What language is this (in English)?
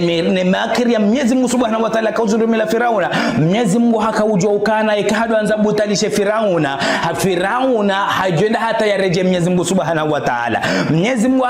Ngazidja Comorian